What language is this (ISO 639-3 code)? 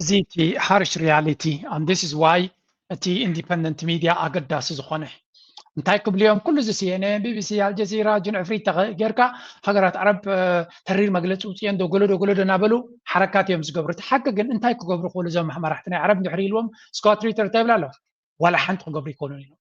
tir